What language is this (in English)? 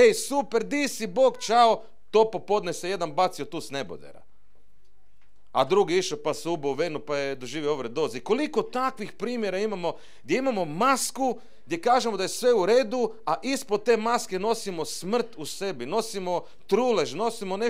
Croatian